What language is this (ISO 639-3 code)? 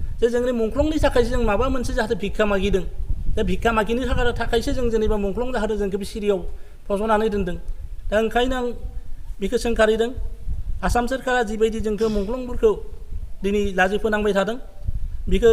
brx